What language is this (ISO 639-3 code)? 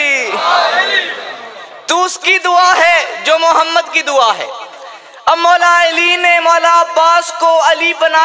urd